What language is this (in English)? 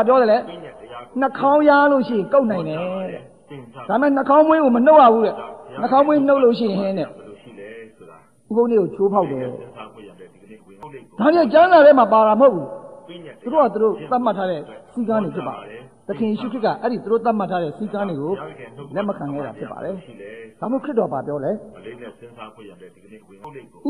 Burmese